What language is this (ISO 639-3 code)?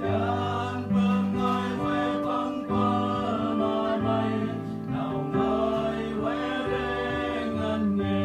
cmo